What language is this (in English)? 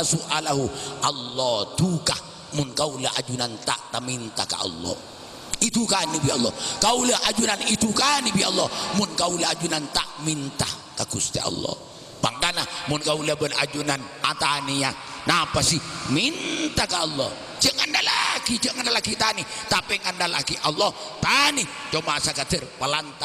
Madurese